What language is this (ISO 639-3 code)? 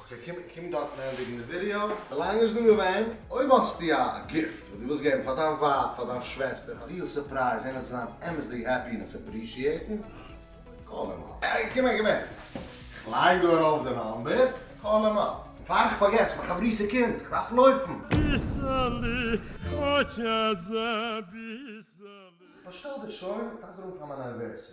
yid